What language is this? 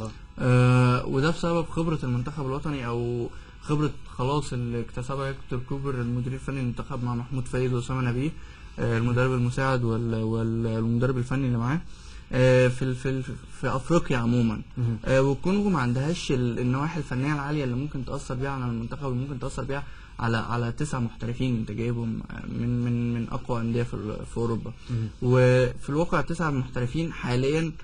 Egyptian Arabic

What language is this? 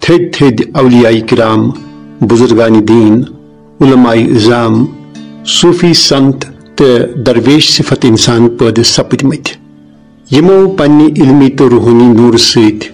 Kashmiri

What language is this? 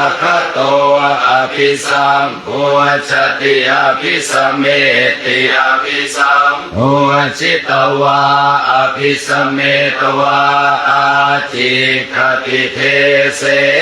Pali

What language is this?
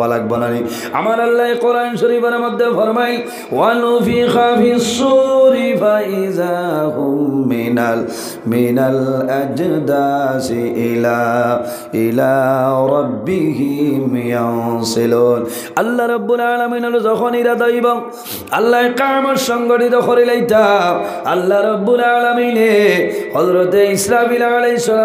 Sylheti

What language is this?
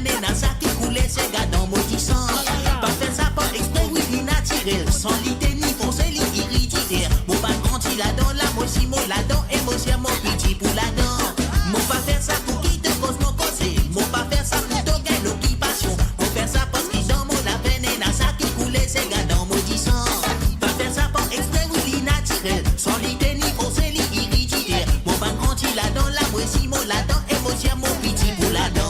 Morisyen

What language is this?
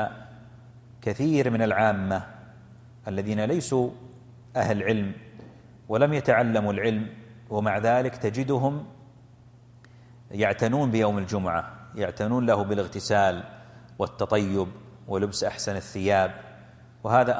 Arabic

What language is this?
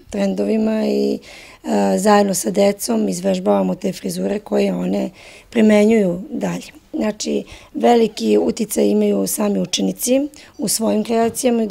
Serbian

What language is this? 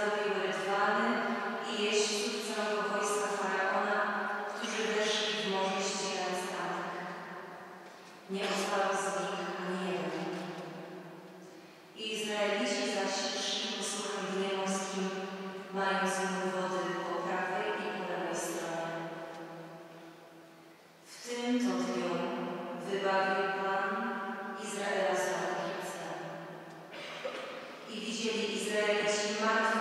Polish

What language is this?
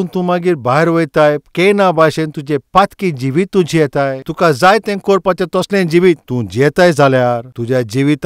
Konkani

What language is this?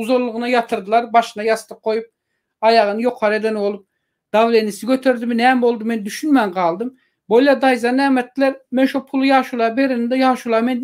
Turkmen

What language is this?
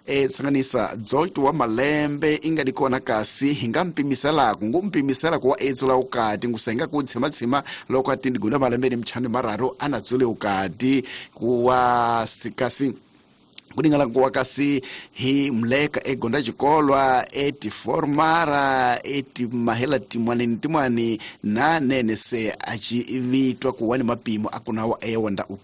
Tsonga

